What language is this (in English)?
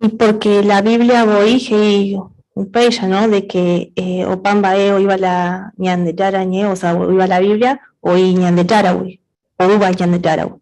Guarani